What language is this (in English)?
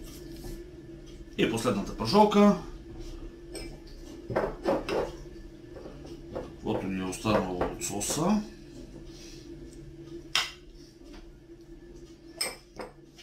Bulgarian